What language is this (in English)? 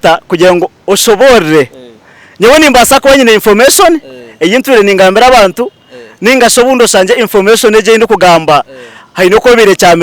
Nyankole